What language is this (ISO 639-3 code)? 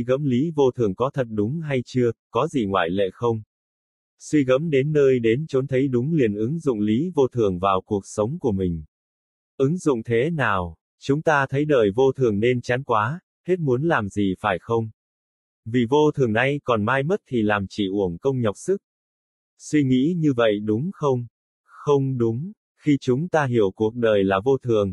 vie